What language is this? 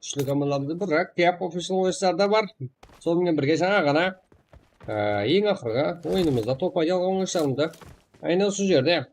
Kara-Kalpak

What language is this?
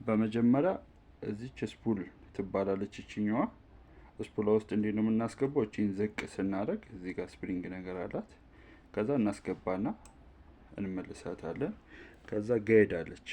Amharic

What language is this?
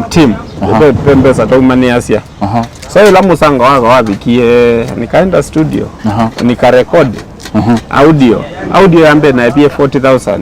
Kamba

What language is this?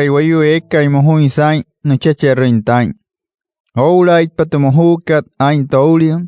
Wayuu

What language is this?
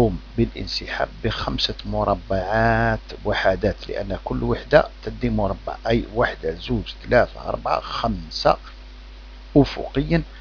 Algerian Arabic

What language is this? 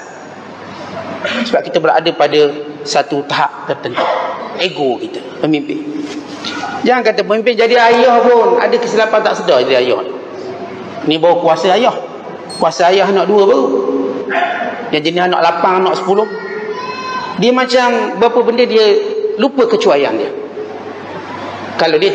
Malay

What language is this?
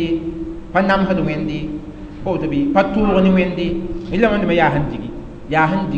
Mossi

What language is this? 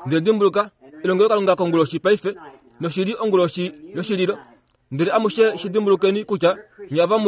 Kuanyama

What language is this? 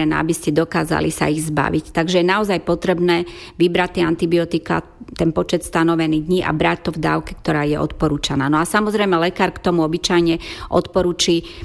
Slovak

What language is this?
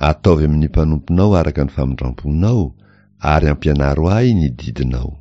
Malagasy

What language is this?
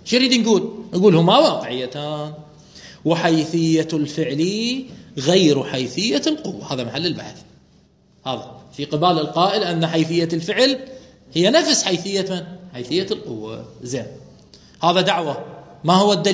Mesopotamian Arabic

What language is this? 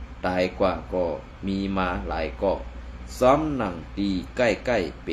Shan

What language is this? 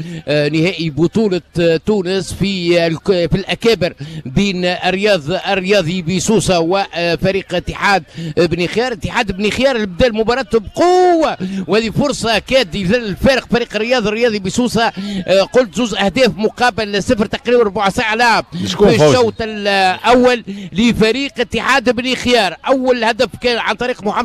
Tunisian Arabic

